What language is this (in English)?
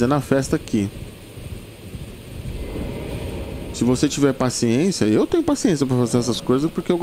Portuguese